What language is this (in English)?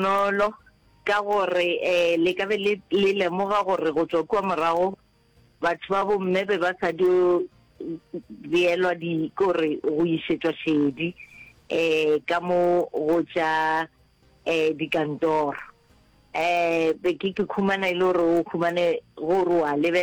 Northern Sotho